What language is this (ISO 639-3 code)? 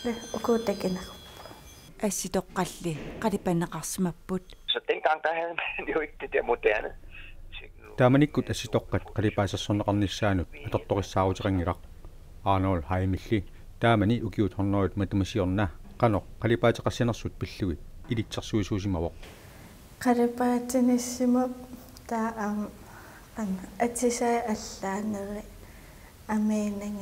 kal